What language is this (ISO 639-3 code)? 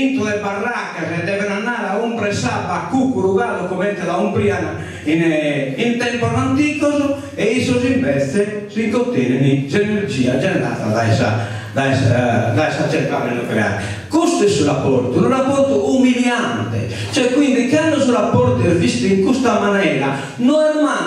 srd